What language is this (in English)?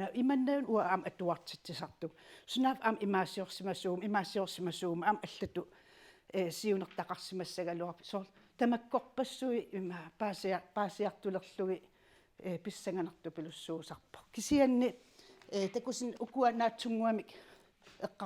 Kalaallisut